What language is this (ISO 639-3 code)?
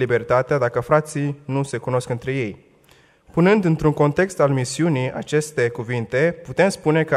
ron